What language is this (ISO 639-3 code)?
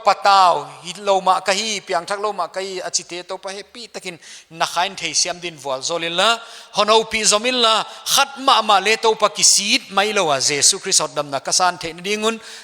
pck